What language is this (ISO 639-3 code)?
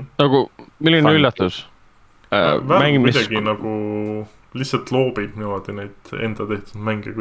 est